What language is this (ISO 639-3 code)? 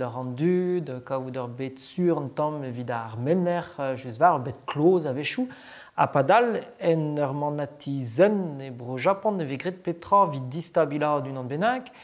bre